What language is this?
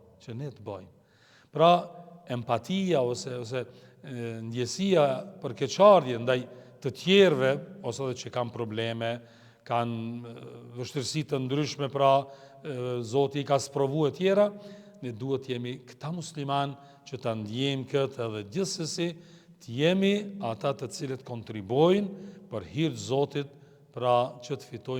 Albanian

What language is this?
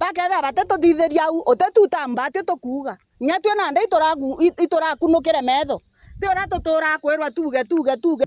Meru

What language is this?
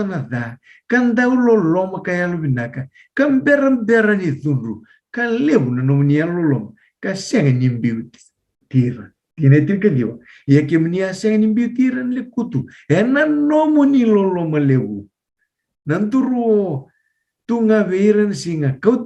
Fijian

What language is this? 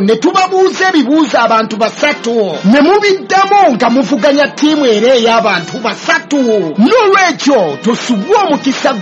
Ganda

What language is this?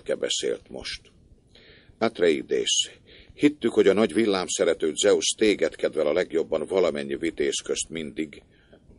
Hungarian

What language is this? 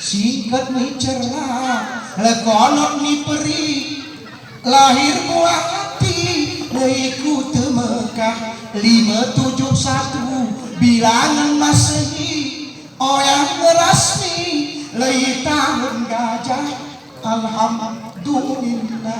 Gayo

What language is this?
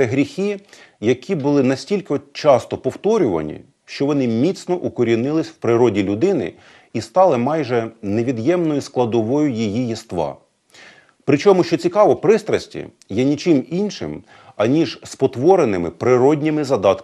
Ukrainian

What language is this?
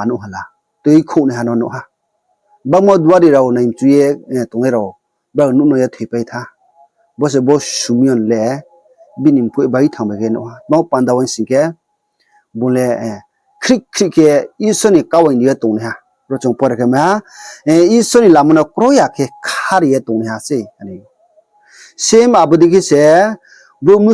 Riang (India)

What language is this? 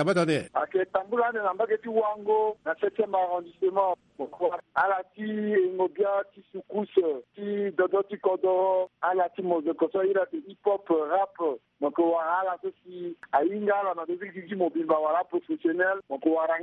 Sango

